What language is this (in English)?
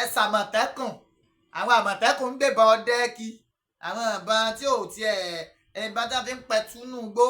Yoruba